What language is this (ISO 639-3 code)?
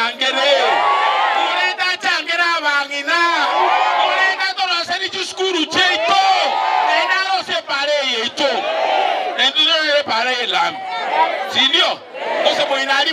guz